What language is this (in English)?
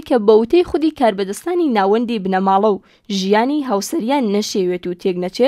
Central Kurdish